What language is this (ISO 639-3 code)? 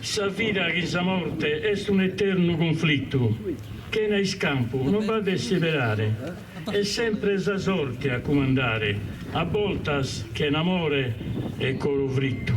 srd